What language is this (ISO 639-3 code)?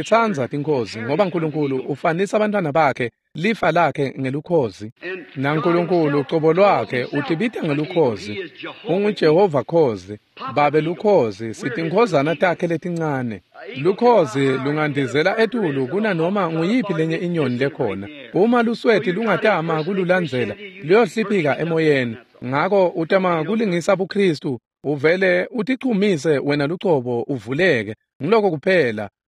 ssw